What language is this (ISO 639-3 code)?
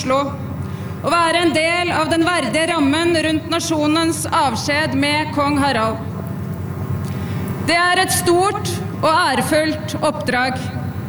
nor